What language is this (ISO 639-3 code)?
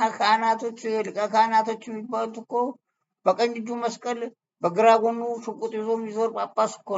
amh